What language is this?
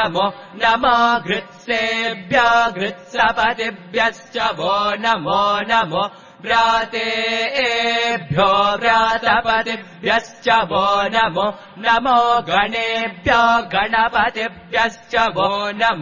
Sanskrit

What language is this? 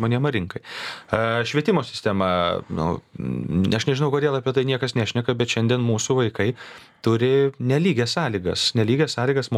Lithuanian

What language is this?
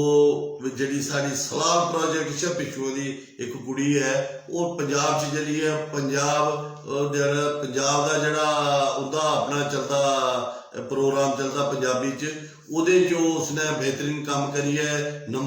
Dogri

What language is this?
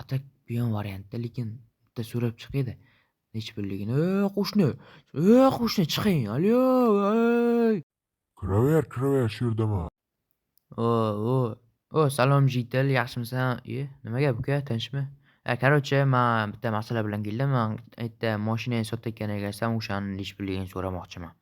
Uzbek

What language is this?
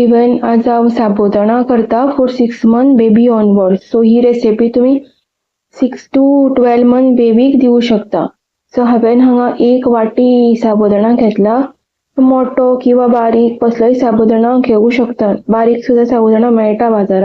Konkani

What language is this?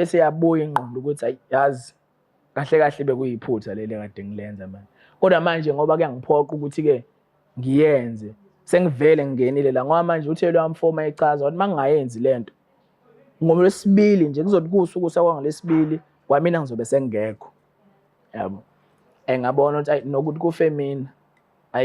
Zulu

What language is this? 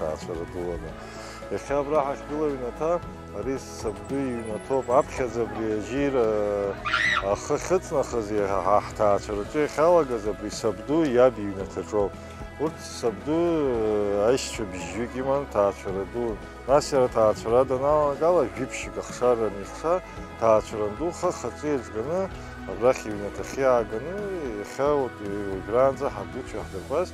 Abkhazian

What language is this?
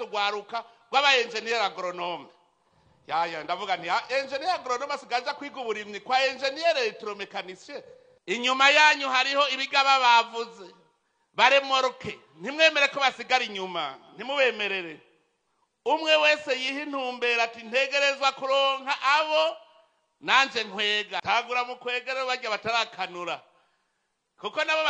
Rundi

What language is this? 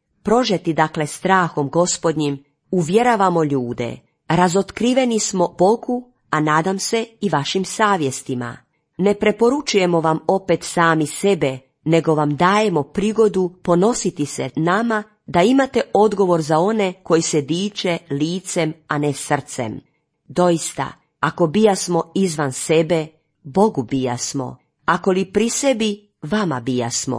Croatian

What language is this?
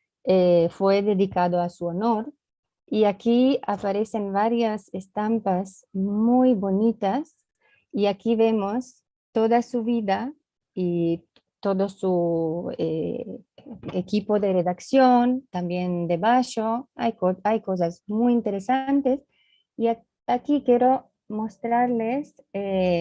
Ladino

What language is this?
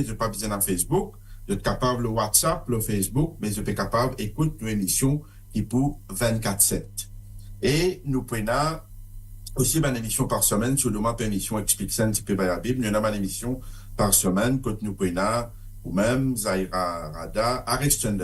Morisyen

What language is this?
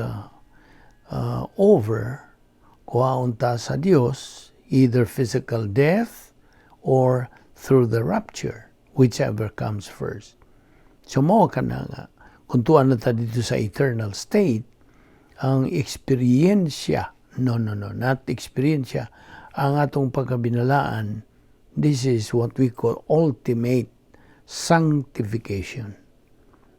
Cebuano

